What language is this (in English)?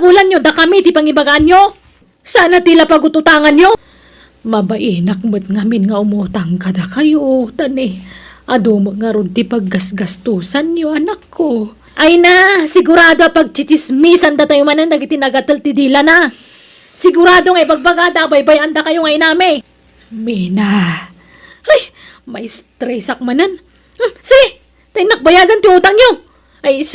Iloko